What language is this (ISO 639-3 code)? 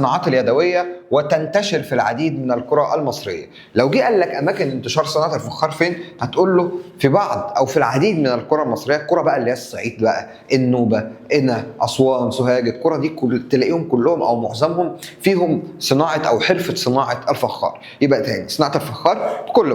arz